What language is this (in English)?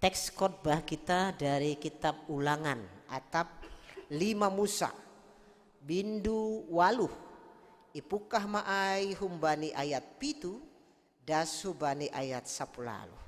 Batak Simalungun